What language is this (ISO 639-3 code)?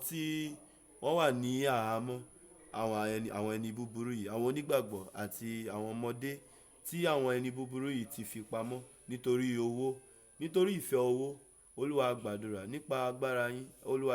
yor